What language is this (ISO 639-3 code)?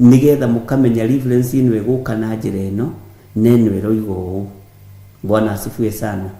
kik